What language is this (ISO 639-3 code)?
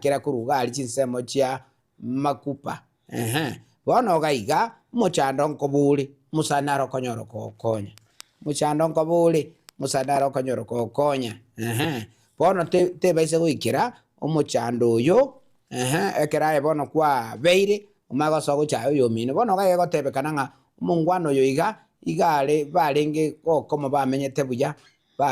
guz